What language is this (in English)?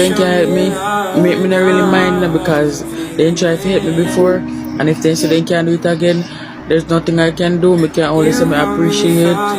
Jamaican Creole English